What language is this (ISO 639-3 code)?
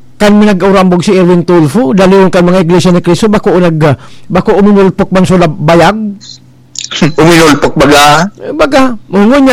bik